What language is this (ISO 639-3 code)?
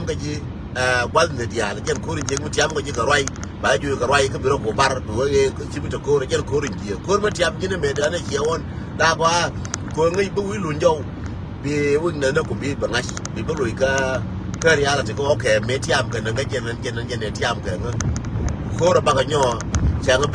nus